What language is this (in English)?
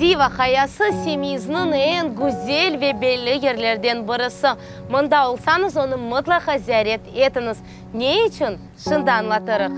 Crimean Tatar